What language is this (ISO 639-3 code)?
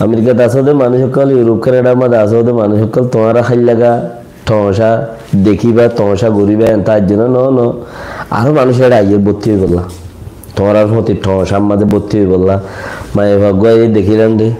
rhg